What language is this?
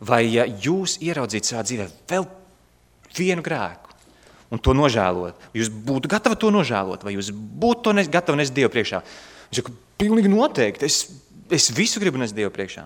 Latvian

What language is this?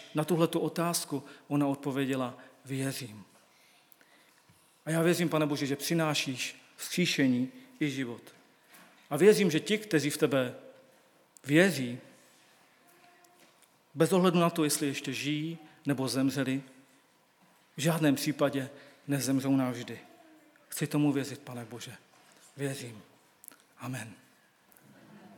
Czech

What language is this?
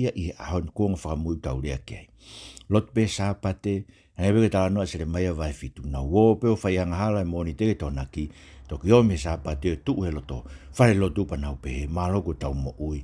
Tongan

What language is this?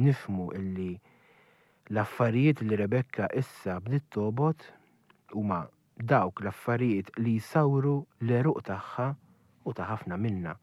Maltese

